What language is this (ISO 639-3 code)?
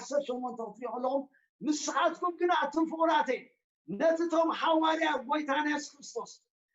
tir